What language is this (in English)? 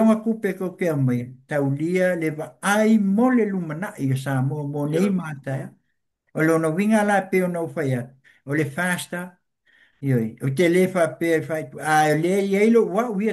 Samoan